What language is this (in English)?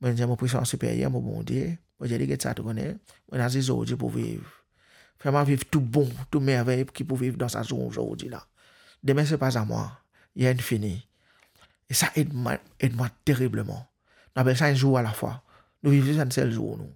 Morisyen